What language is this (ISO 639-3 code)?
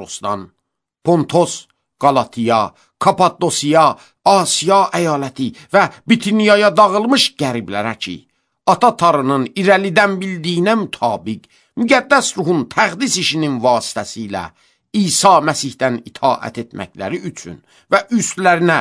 aze